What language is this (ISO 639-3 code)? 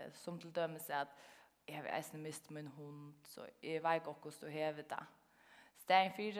fao